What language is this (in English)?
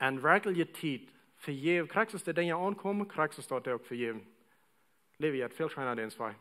Plautdietsch